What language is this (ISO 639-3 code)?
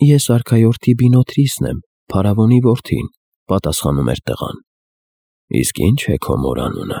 hye